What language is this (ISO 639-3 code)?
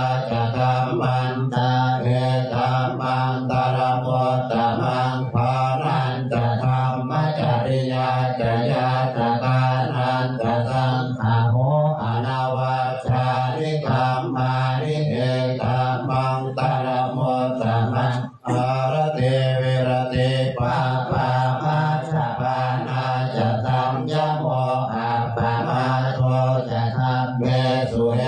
pli